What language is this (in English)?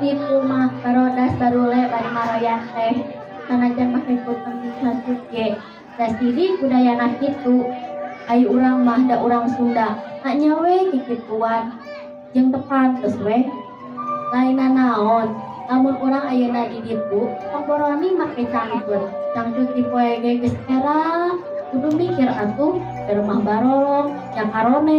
Sundanese